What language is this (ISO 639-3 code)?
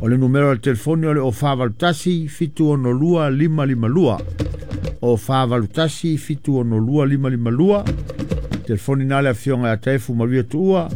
smo